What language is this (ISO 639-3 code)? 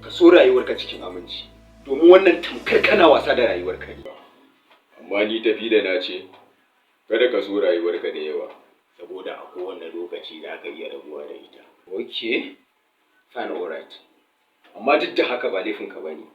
hau